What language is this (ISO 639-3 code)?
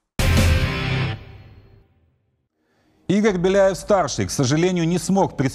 rus